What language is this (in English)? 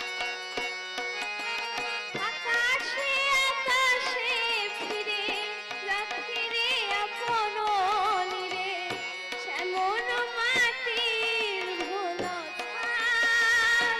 Bangla